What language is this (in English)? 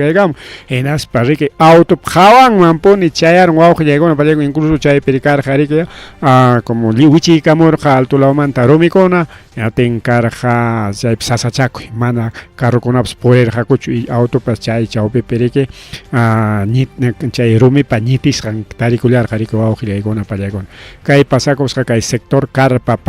Ayacucho Quechua